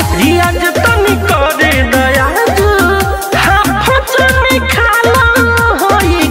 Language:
Bhojpuri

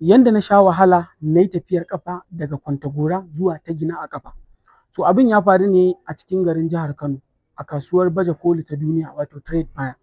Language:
Hausa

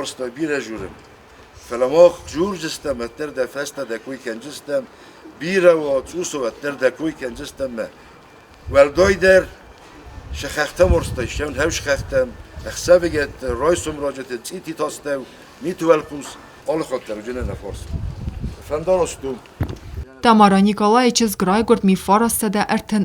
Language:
Ossetic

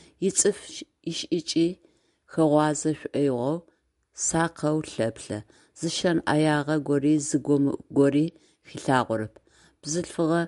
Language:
Adyghe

